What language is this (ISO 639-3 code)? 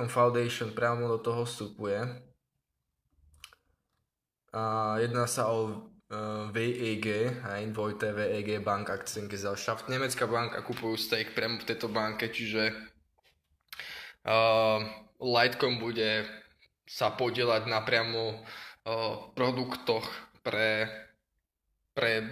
slk